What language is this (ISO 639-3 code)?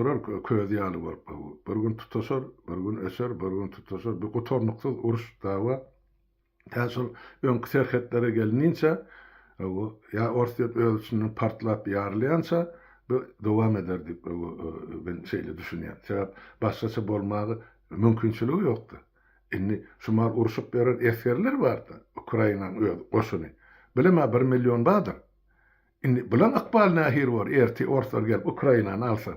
tuk